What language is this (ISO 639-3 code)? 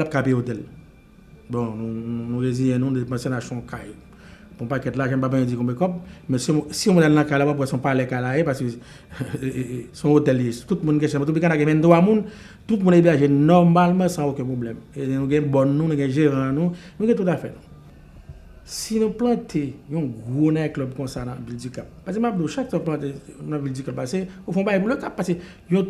hat